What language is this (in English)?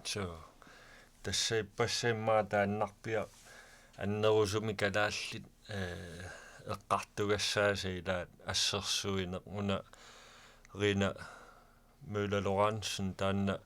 Kalaallisut